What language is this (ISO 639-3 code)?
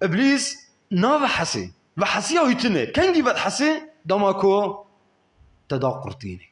kur